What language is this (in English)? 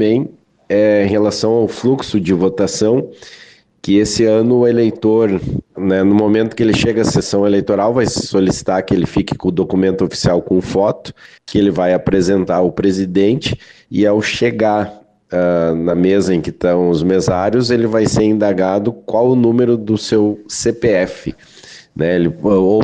Portuguese